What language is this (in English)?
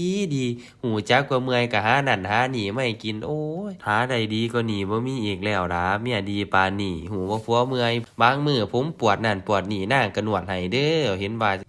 Lao